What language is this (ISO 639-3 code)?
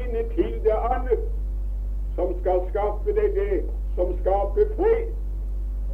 nor